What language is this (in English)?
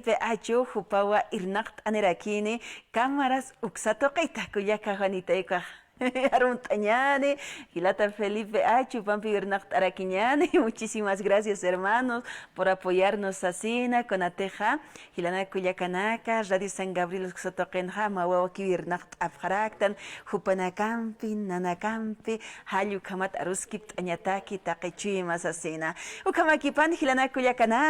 Aymara